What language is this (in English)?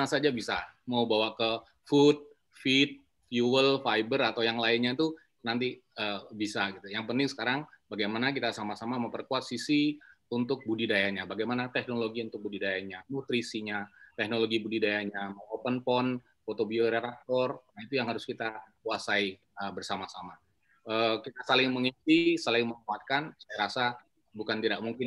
Indonesian